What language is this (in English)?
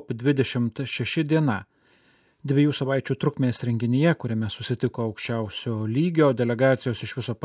Lithuanian